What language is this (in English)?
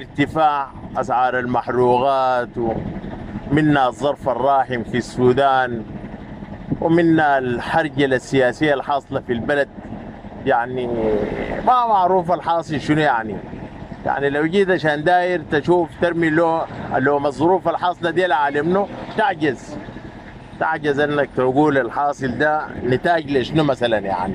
Sudanese Arabic